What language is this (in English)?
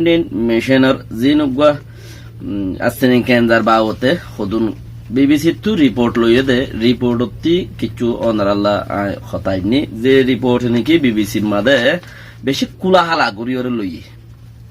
Rohingya